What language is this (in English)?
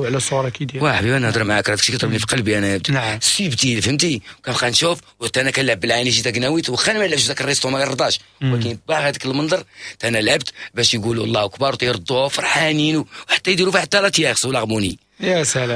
Moroccan Arabic